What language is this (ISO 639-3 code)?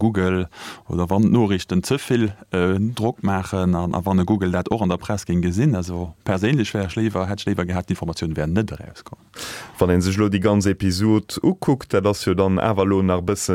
ltz